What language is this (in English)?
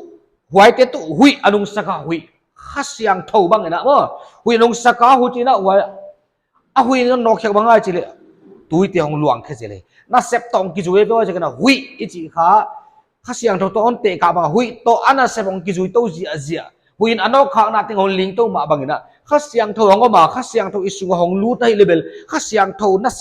Paite Chin